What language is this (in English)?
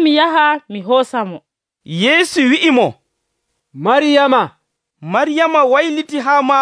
Nigerian Fulfulde